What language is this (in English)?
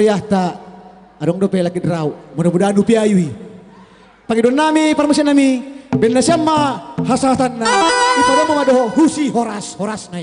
Batak Simalungun